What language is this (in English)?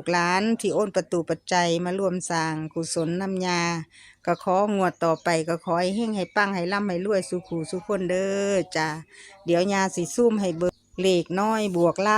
Northeastern Thai